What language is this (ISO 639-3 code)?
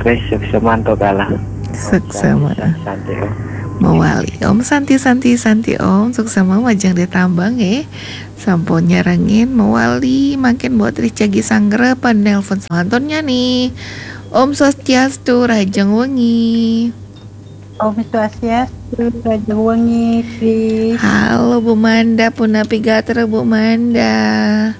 ban